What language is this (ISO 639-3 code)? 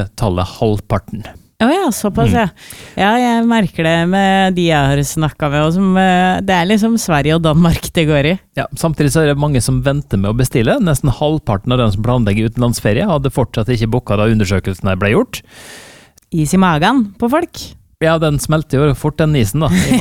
nor